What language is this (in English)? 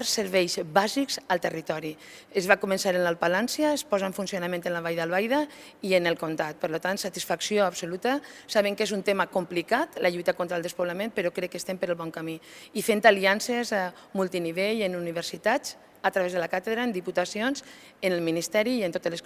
Catalan